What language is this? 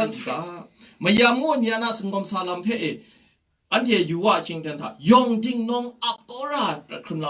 Kachin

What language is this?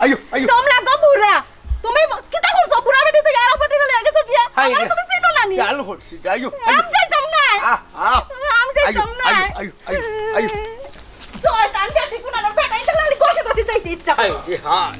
Sylheti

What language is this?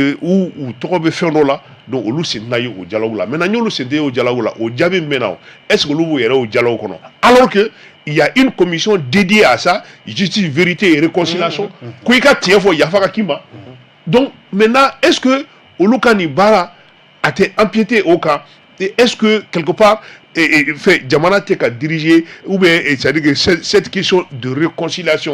Bambara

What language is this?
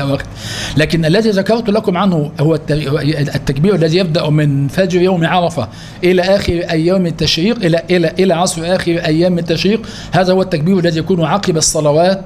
Arabic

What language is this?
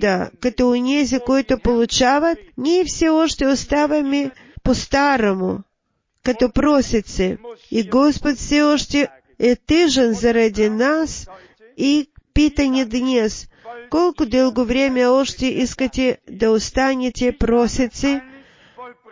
Bulgarian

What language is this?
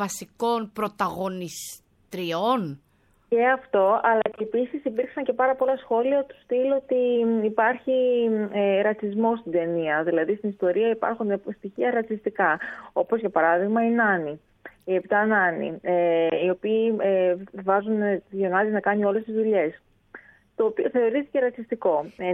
Greek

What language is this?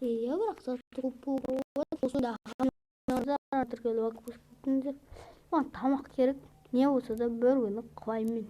Kazakh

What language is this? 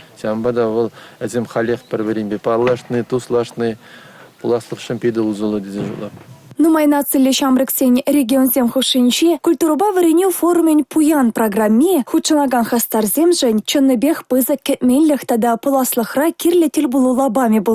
Chuvash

